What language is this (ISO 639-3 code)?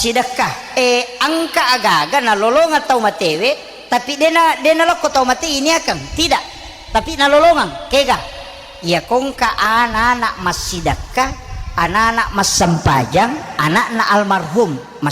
bug